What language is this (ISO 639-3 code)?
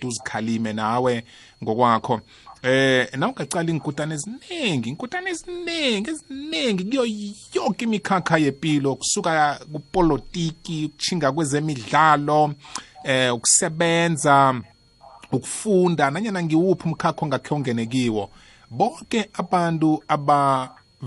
nbl